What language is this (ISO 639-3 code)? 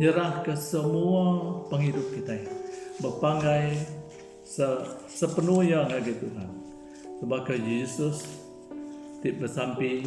iba